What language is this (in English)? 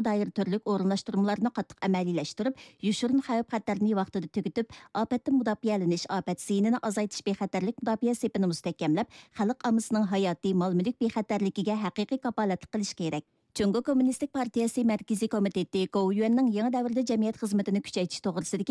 Uyghur